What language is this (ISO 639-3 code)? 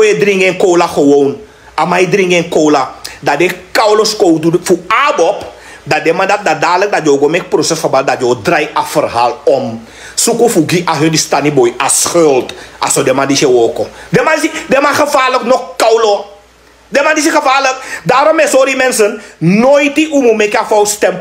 srn